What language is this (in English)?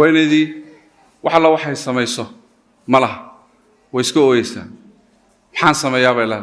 Somali